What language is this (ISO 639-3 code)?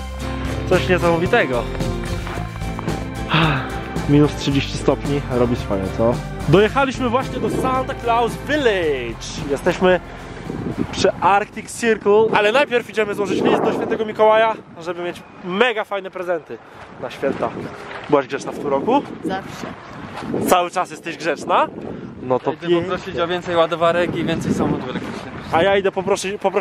pol